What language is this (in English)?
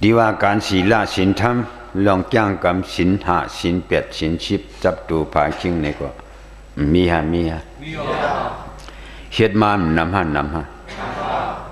Shan